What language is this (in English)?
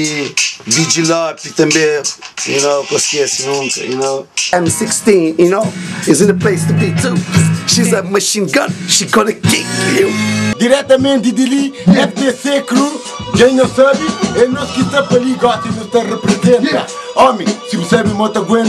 Kabuverdianu